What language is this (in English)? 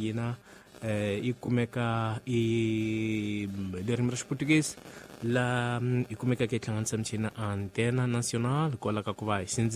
Tsonga